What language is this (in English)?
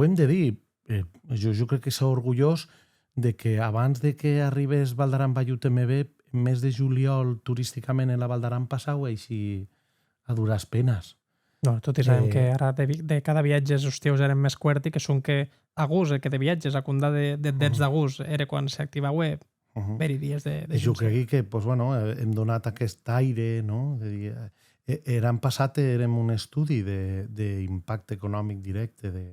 Occitan